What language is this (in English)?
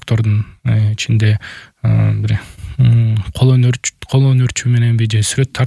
Kyrgyz